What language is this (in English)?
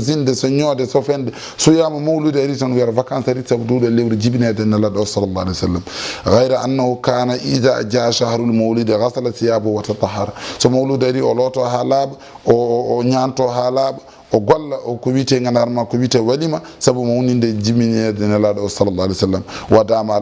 Fula